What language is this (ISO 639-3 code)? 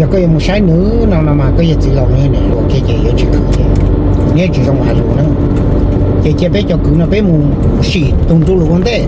hmn